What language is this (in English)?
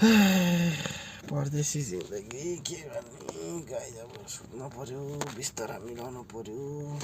Nepali